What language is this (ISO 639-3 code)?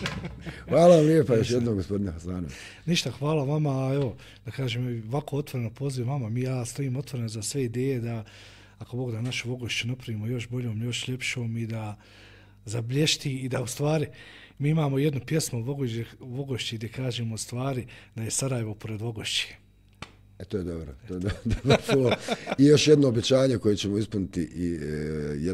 bos